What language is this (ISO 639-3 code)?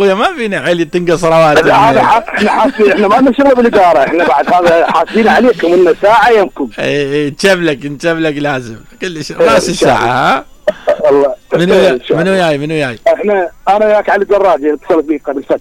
acm